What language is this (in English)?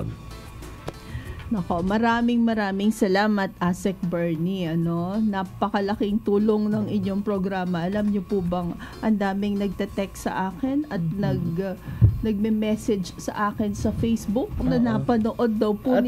Filipino